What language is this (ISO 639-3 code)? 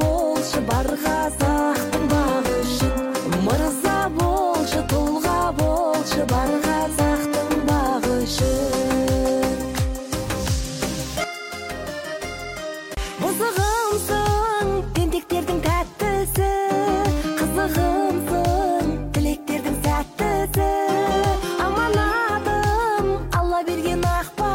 kaz